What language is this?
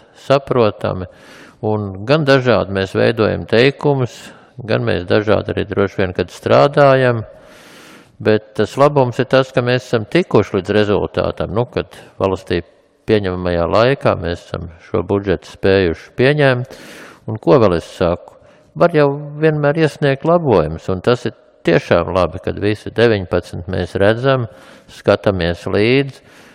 Latvian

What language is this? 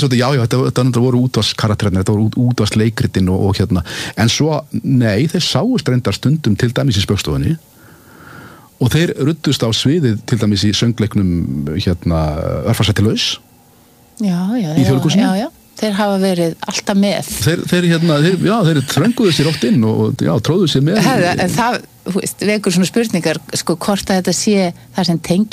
Icelandic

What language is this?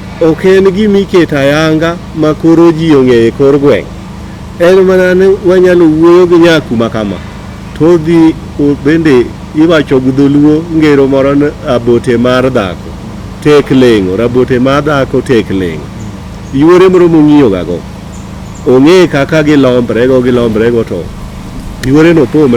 Luo (Kenya and Tanzania)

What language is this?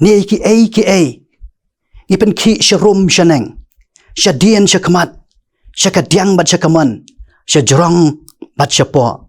Khasi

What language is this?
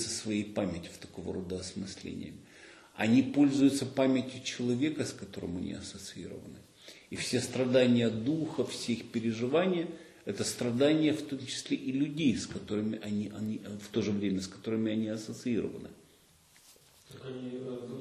Russian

